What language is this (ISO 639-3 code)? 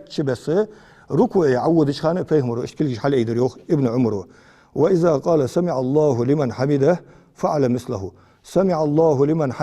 inh